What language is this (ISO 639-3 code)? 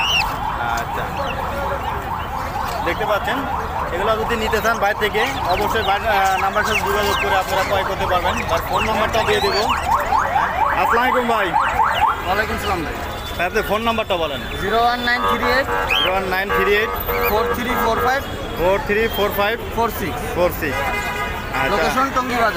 ben